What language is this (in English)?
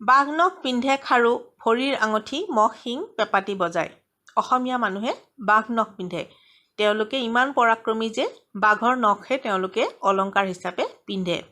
Assamese